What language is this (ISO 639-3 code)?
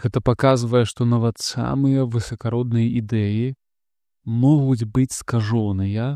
bel